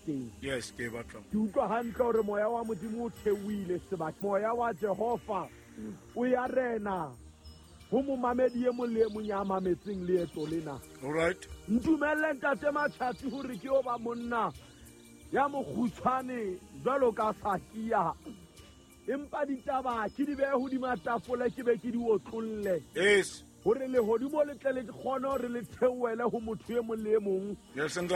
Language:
Southern Sotho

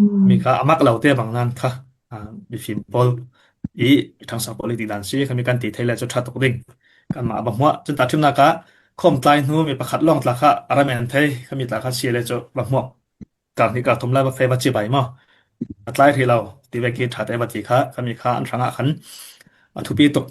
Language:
Falam Chin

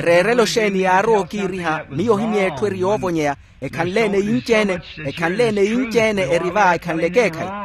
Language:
Makhuwa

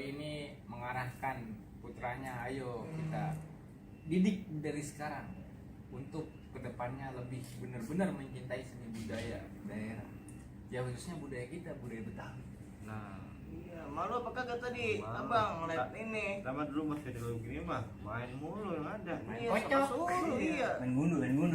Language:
Betawi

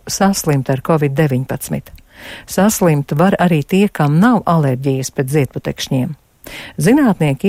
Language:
Latvian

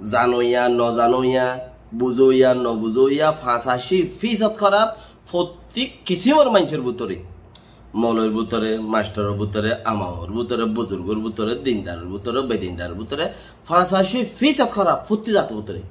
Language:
Rohingya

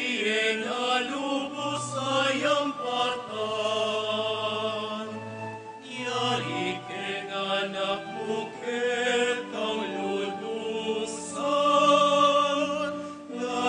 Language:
Pampanga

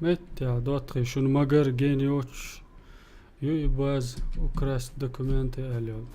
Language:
Chechen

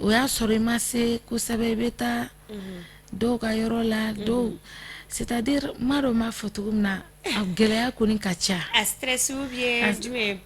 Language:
Bambara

